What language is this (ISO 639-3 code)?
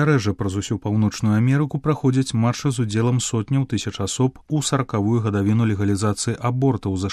bel